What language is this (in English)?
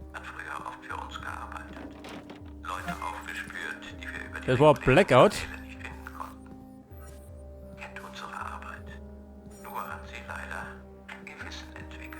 Bavarian